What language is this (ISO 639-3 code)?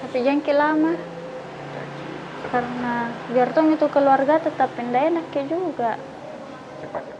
mfp